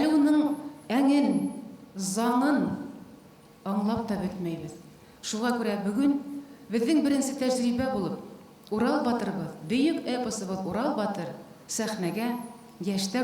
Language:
Bashkir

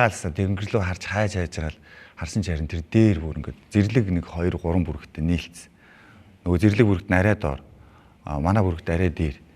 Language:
Mongolian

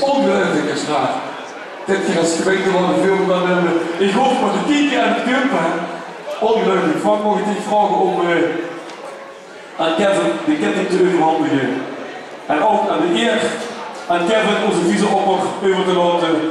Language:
Limburgish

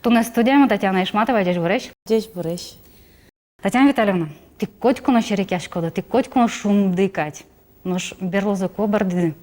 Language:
Udmurt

